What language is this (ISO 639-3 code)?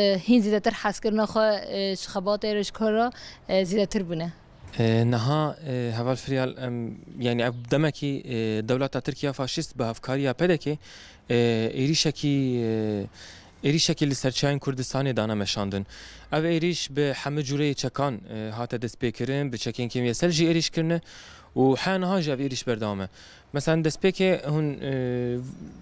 kur